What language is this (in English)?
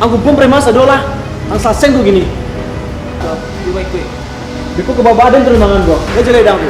Minangkabau